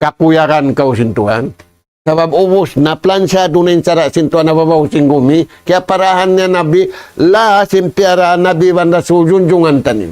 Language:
Tausug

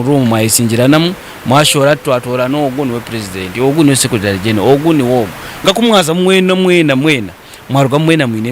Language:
Nyankole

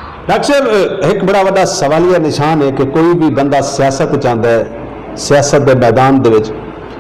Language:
Saraiki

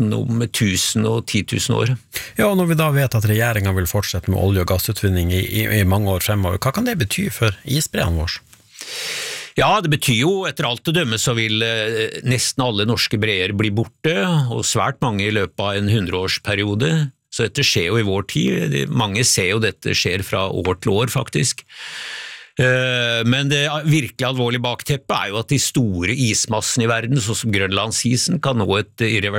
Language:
Norwegian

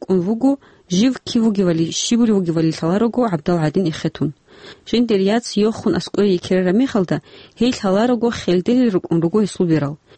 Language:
Avaric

